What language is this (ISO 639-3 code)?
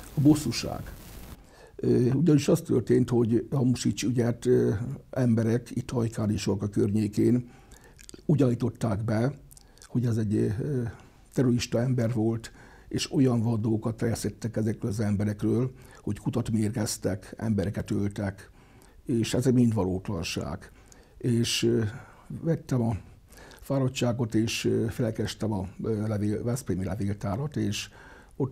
hun